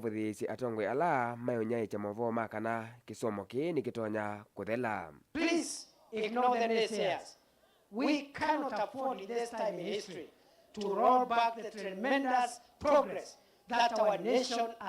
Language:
Kamba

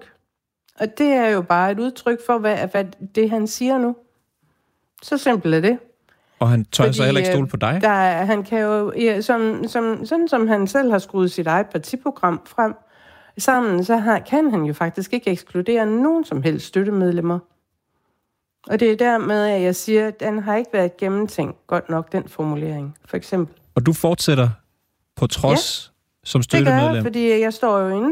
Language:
Danish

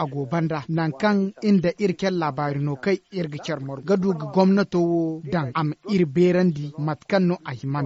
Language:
Zarma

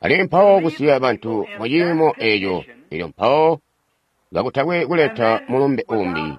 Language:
Tonga (Zambia)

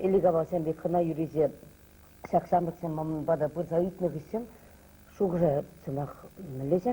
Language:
Chuvash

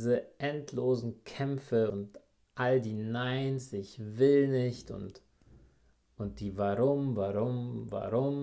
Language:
German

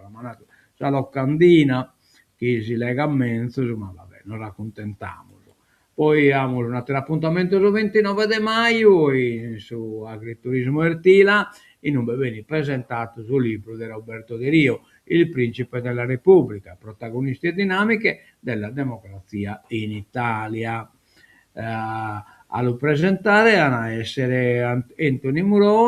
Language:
Sardinian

